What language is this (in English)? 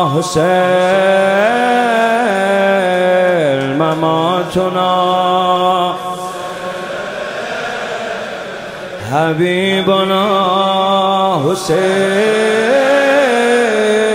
Persian